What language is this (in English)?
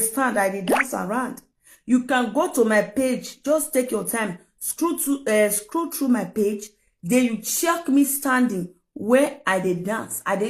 Nigerian Pidgin